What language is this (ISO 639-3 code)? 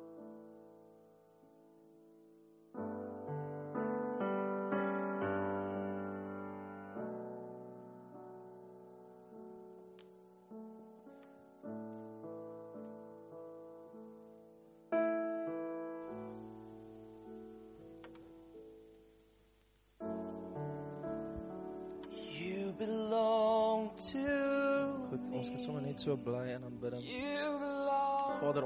afr